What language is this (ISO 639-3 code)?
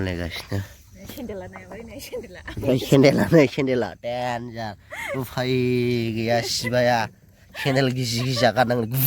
brx